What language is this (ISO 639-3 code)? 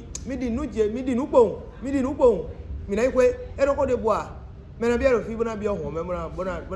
fon